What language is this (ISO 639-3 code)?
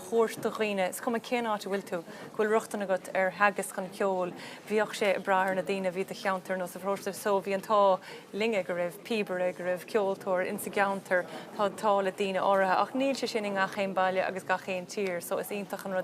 gle